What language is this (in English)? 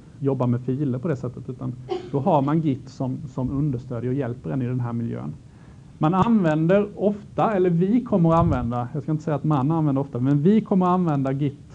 Swedish